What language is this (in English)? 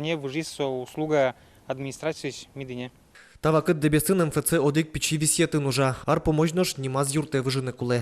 Udmurt